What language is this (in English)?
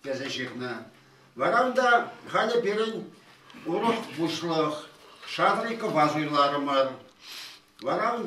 Chuvash